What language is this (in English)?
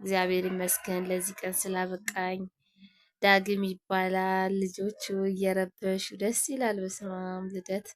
Amharic